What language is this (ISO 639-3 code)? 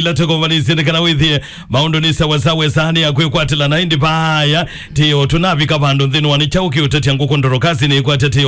kam